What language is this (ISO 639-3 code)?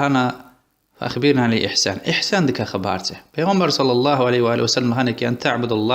lez